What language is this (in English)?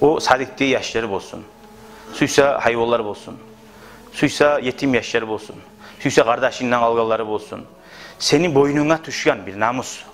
Kumyk